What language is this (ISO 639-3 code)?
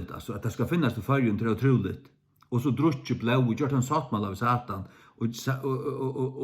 fao